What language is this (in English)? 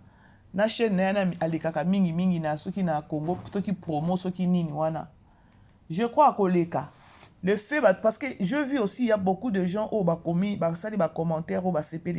Lingala